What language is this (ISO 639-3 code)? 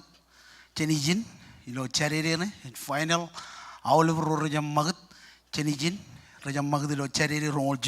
mah